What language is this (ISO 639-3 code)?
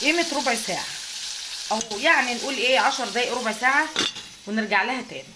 arz